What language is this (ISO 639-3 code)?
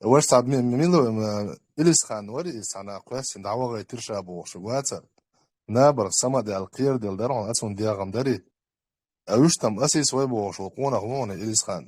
che